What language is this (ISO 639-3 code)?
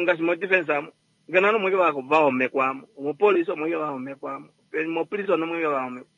kua